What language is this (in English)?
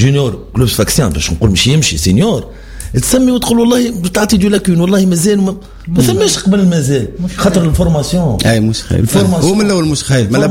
Tunisian Arabic